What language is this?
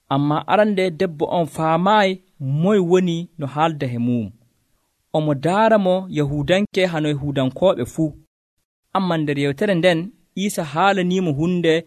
Nigerian Fulfulde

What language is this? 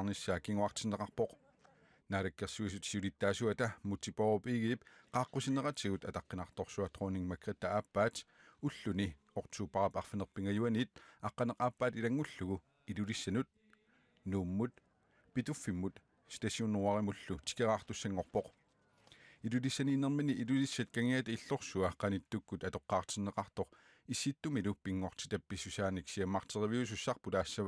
Kalaallisut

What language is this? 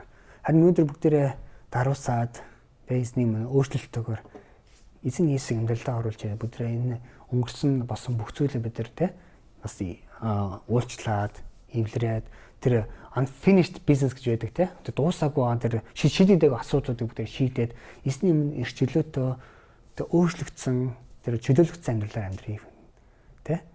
Mongolian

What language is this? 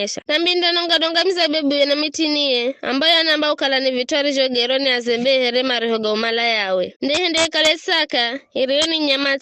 Giryama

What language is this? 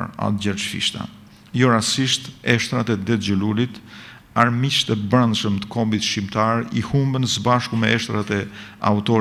Albanian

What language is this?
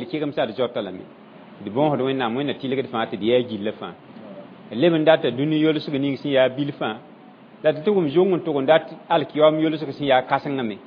Mossi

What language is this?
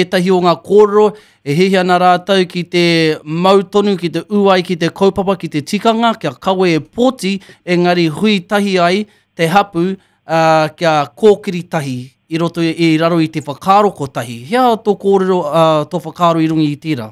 Māori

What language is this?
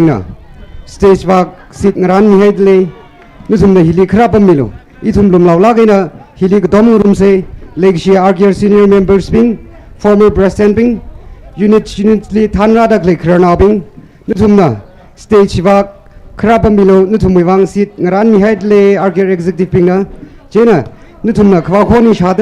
Tangkhul Naga (India)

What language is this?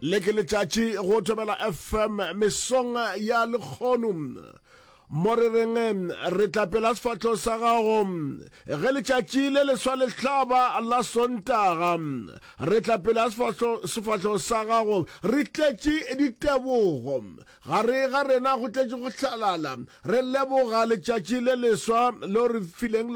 Northern Sotho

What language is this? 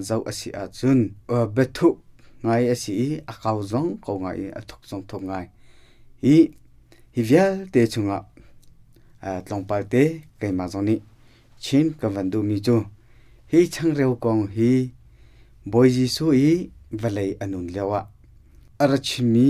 Hakha Chin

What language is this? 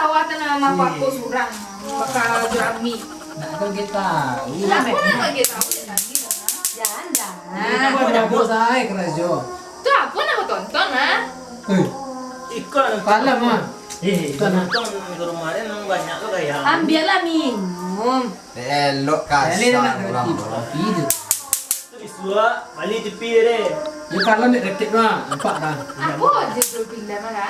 Minangkabau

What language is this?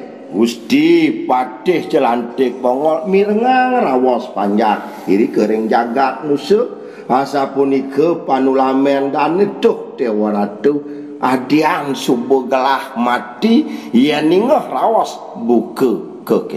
Balinese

